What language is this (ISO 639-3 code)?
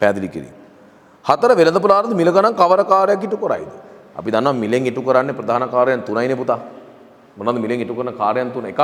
sin